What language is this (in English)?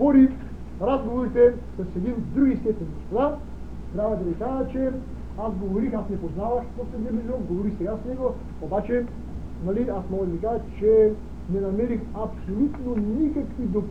Bulgarian